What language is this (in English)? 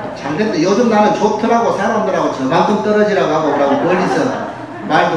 Korean